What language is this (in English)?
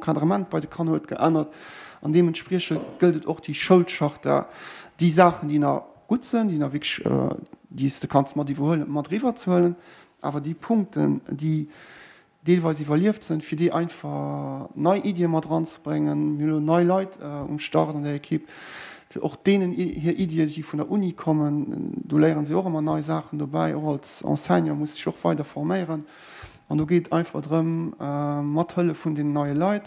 Luxembourgish